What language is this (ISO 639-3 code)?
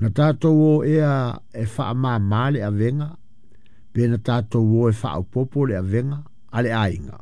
smo